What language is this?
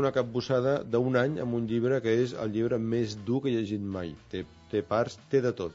Catalan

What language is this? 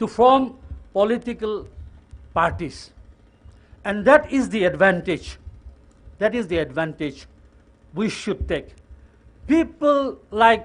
Tangkhul Naga (India)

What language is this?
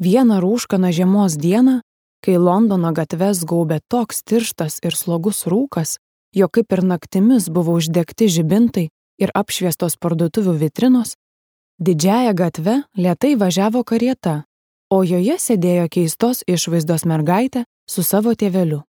Lithuanian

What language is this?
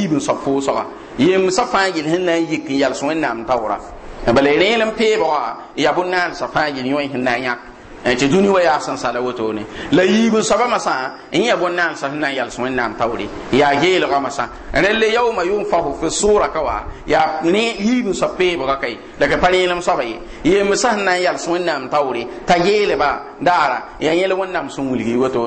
Mossi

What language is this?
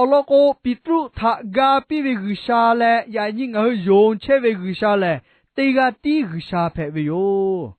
Lahu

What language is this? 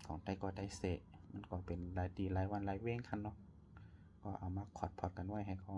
Shan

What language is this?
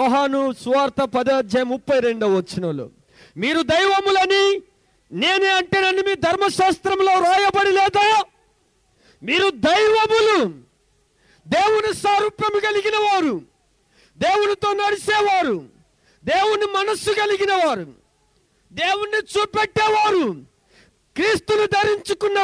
Telugu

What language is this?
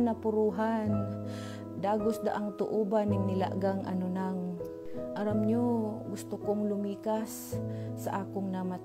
Bikol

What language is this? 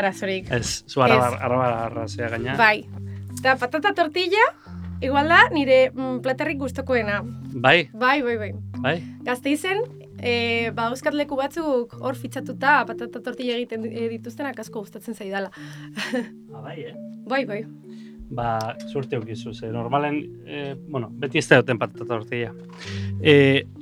Basque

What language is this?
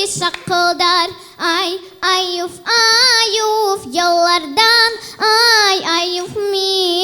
Crimean Tatar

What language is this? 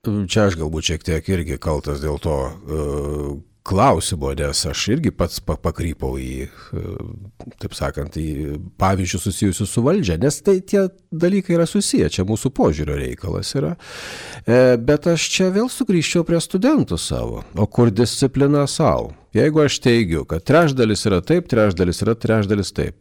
Lithuanian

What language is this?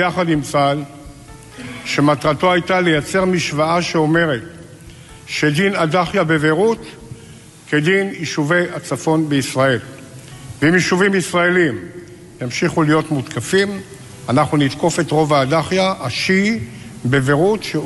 Hebrew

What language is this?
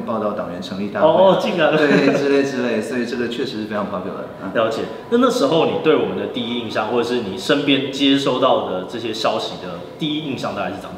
Chinese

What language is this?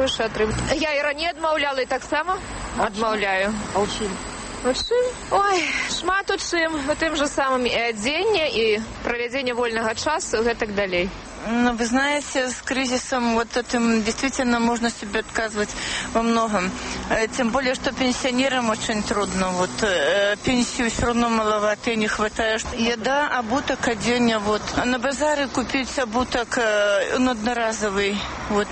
Belarusian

